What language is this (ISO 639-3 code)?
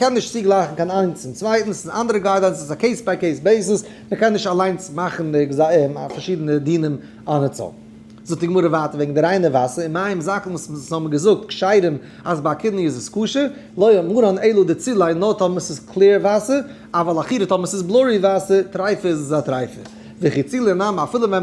yid